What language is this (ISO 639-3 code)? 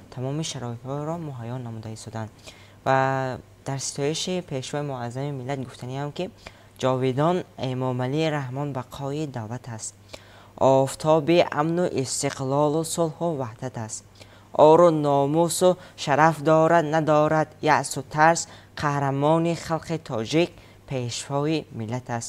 tgk